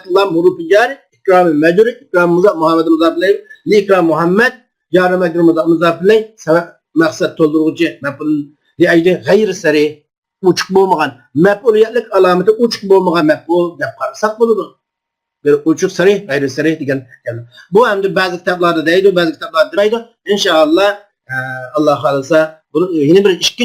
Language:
Uyghur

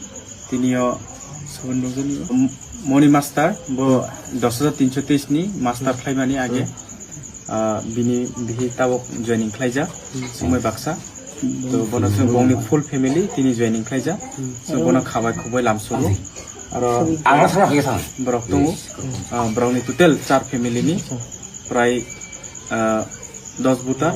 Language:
Kok Borok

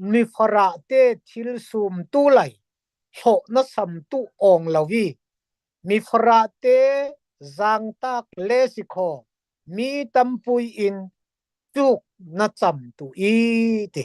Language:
Falam Chin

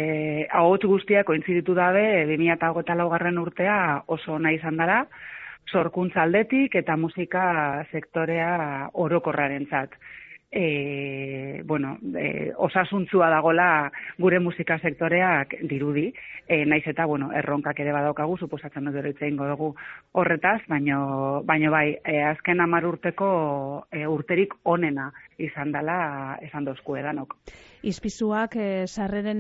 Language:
Basque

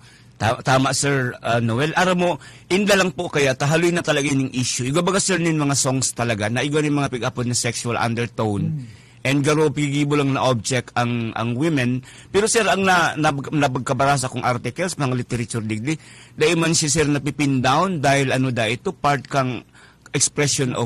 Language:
Bikol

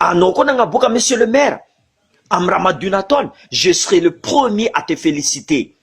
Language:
Malagasy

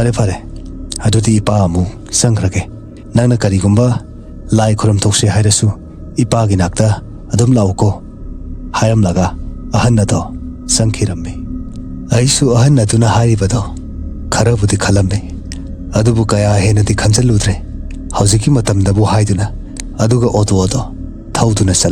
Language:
Manipuri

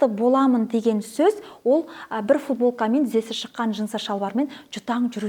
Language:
Kazakh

